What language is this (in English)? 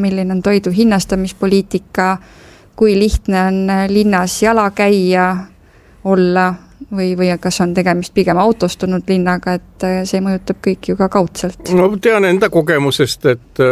Estonian